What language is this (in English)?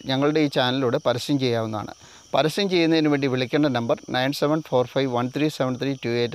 Malayalam